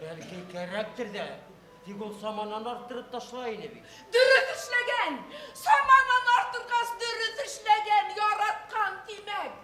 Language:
Bashkir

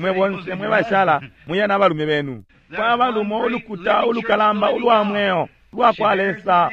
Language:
Bemba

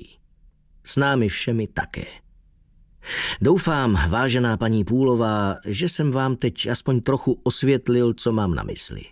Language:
Czech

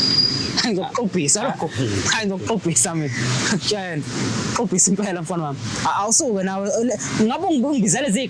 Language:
Zulu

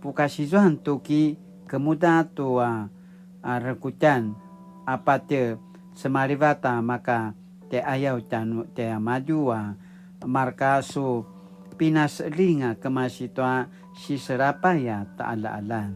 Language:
Paiwan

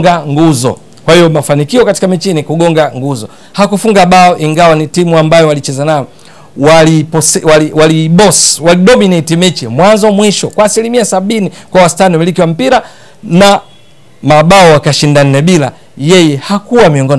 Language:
Swahili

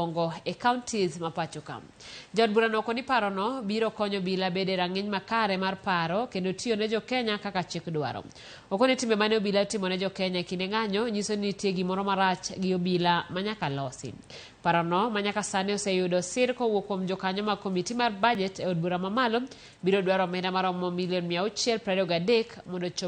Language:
Luo (Kenya and Tanzania)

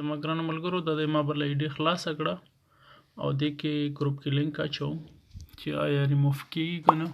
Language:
Pashto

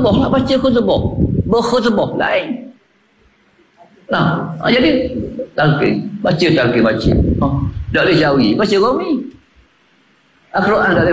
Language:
Malay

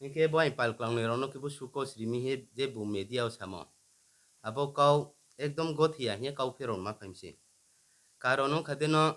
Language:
Riang (India)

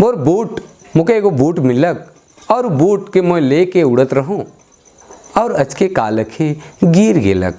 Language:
Sadri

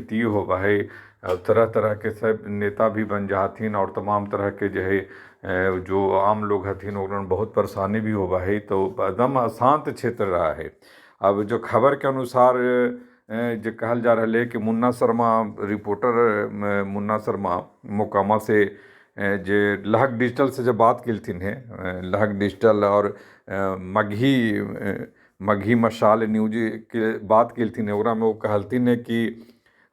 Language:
Magahi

